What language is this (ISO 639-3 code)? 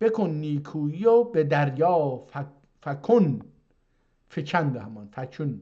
azb